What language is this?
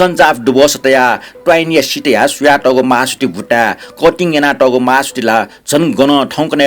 Newari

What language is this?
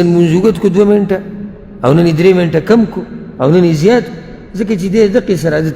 Pashto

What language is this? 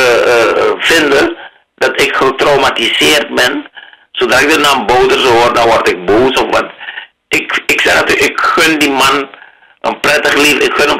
Dutch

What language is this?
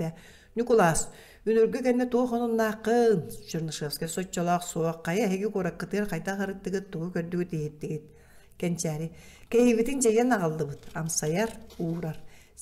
Yakut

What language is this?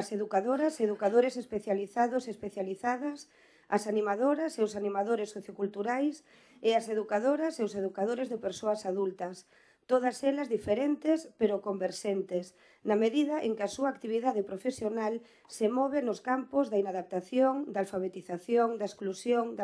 Galician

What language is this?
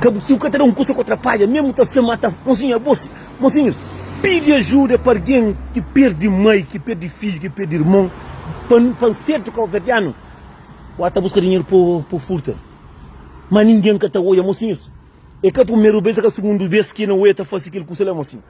Kabuverdianu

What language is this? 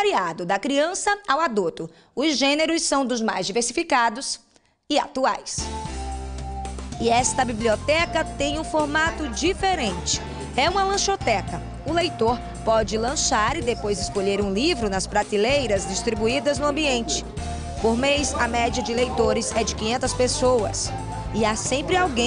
Portuguese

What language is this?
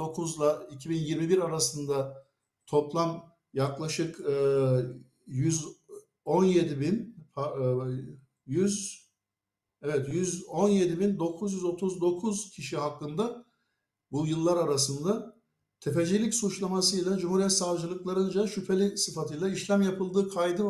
Turkish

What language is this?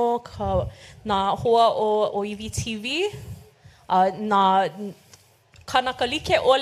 Hawaiian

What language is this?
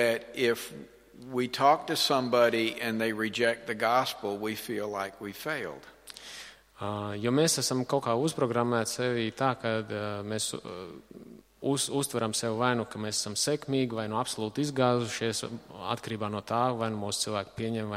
Latvian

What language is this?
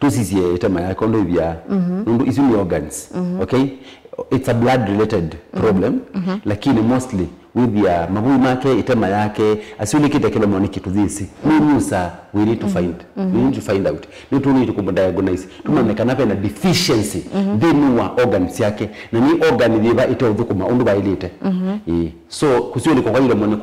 Kamba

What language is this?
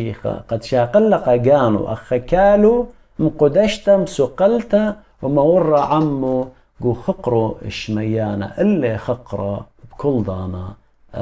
Assyrian Neo-Aramaic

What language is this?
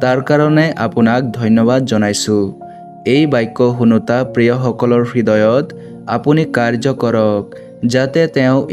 Assamese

